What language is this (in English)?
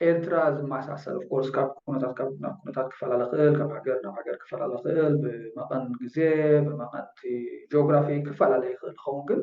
Tigrinya